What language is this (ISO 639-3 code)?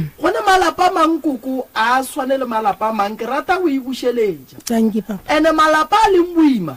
nso